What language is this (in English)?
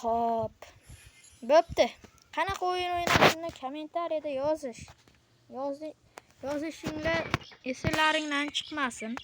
Uzbek